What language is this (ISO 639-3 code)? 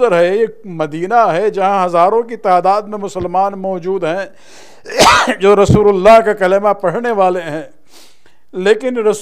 urd